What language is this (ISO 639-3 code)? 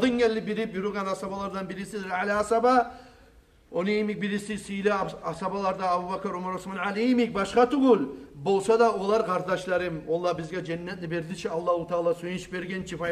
kum